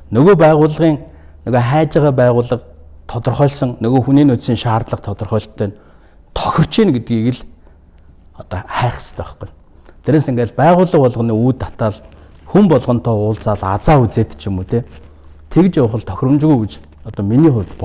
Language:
Mongolian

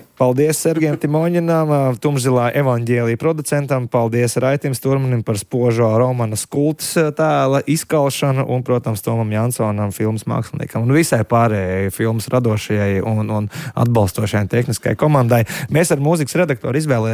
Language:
Latvian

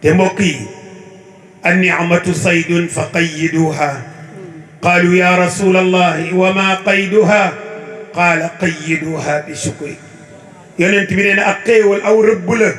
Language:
Wolof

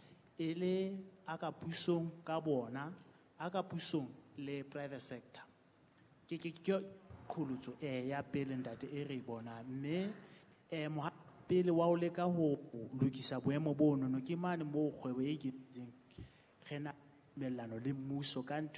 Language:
Southern Sotho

